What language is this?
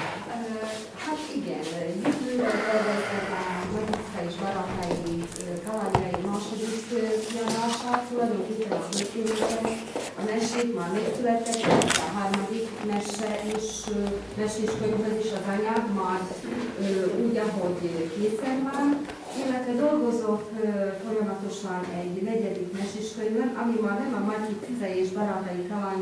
Hungarian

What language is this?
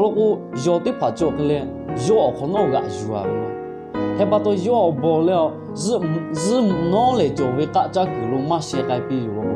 Lahu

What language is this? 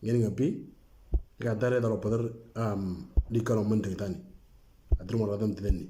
Moro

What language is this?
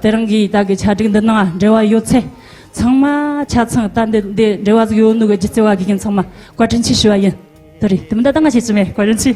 Tibetan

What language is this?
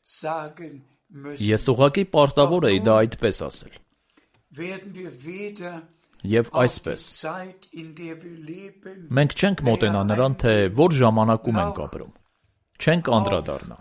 Armenian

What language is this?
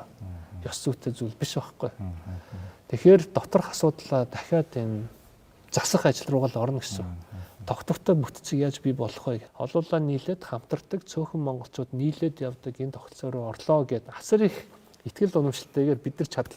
Mongolian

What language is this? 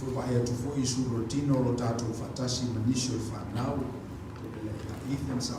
Samoan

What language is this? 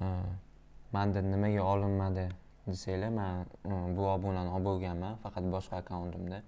Uzbek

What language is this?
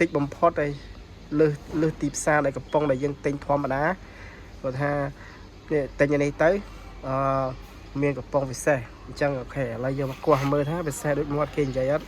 Khmer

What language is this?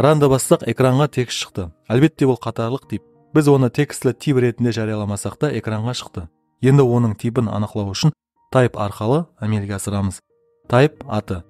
Kara-Kalpak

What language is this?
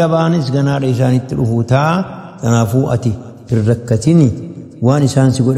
Oromo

